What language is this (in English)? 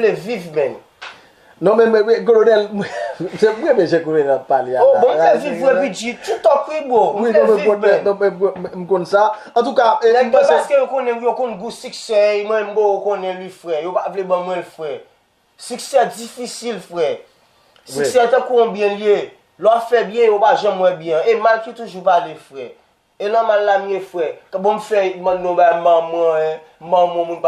Haitian Creole